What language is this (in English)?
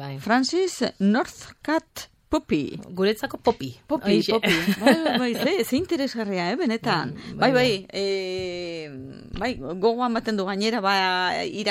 Basque